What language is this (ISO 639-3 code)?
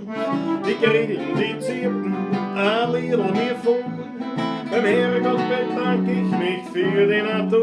bar